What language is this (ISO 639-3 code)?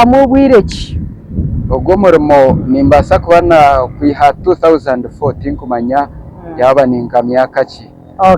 nyn